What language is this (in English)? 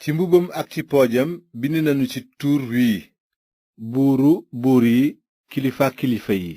Wolof